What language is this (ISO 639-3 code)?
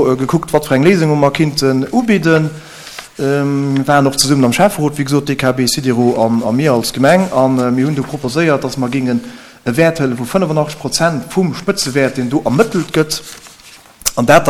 ltz